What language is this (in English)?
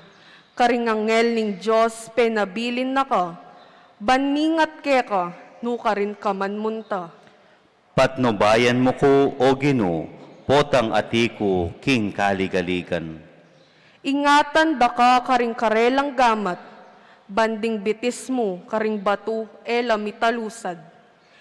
Pampanga